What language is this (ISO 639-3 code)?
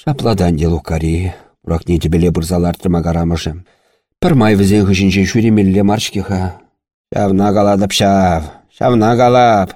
chv